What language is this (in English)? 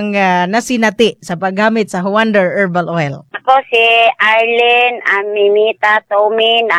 Cebuano